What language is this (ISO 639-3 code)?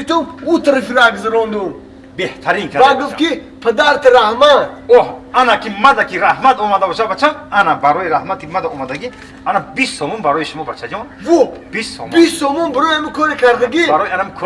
tgk